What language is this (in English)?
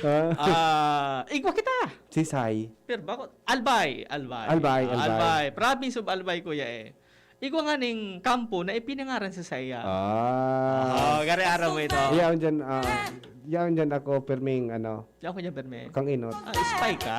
Bikol